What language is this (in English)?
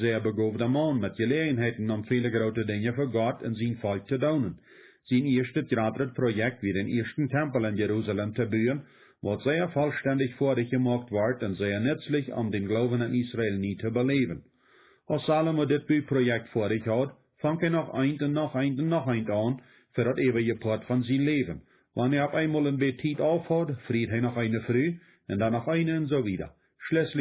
Plautdietsch